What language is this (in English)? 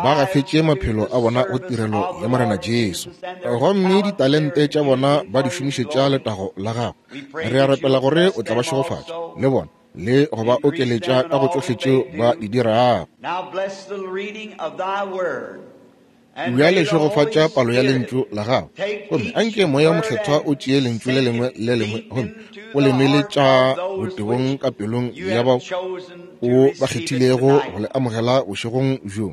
Northern Sotho